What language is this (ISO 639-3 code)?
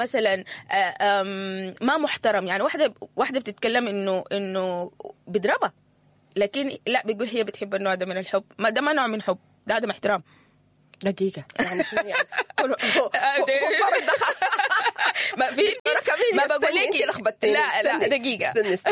apd